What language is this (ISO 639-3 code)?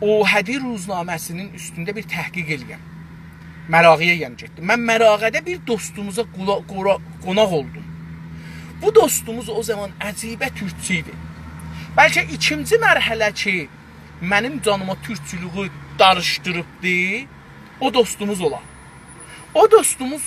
azb